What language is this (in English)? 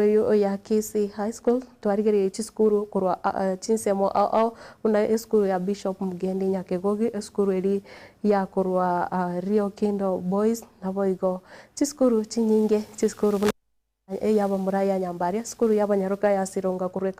Gusii